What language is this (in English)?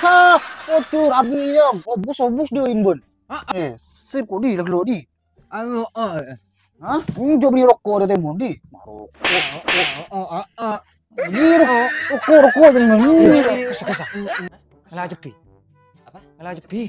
Madurese